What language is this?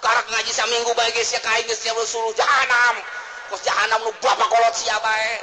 Sundanese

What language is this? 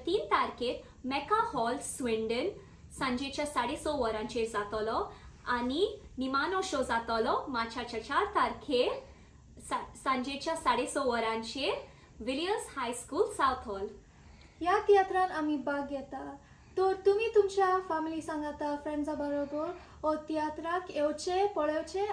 Konkani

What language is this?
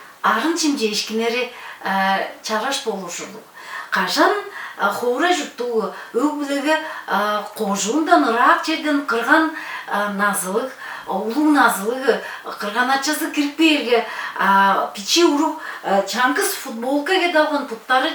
Tuvinian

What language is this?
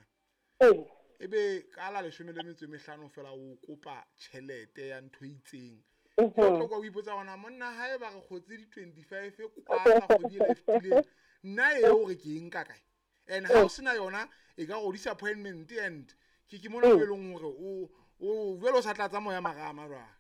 Southern Sotho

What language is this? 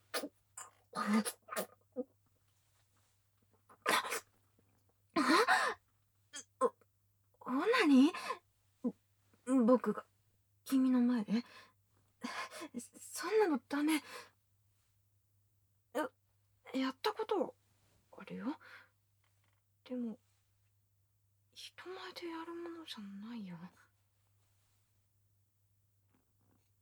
Japanese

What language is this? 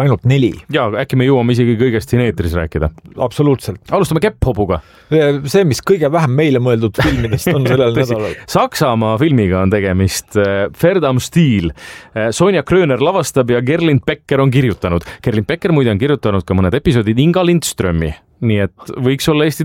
Estonian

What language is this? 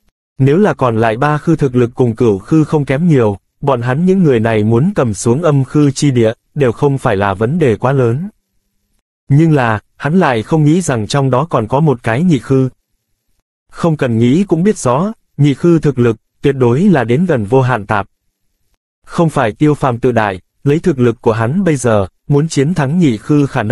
Vietnamese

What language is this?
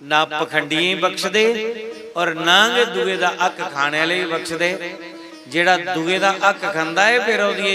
Dogri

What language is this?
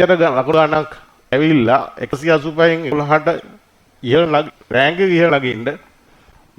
Sinhala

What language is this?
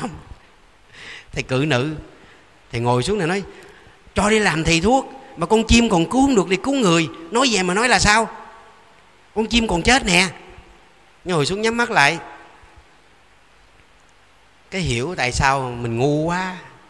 Vietnamese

